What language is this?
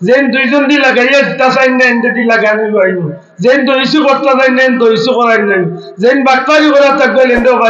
Sylheti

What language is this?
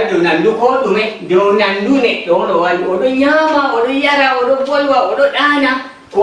Nigerian Fulfulde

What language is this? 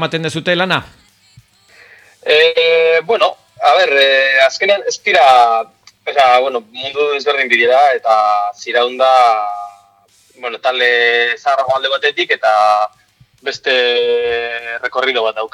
Basque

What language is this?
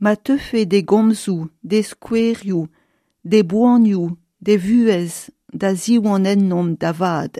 Breton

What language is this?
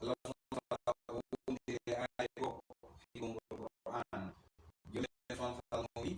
Pular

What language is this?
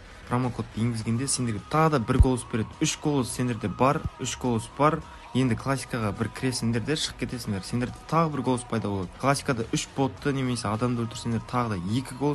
Kara-Kalpak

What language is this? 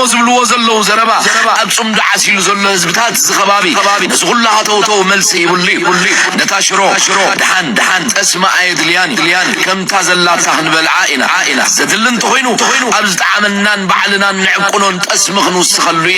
Tigrinya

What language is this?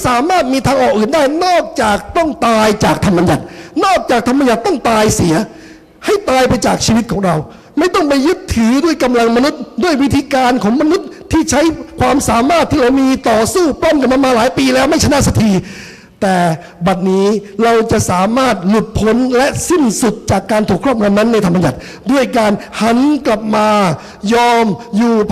Thai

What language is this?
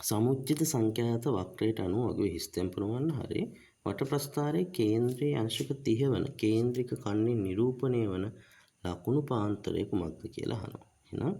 Sinhala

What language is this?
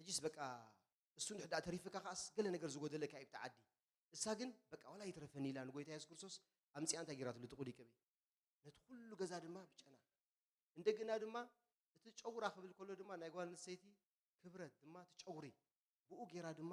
Tigrinya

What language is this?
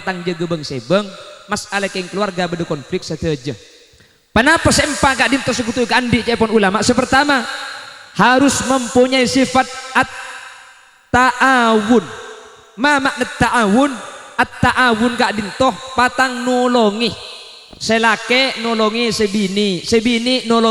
Madurese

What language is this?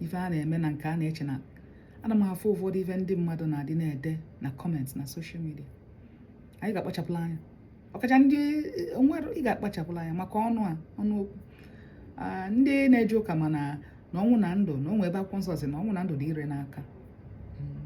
Igbo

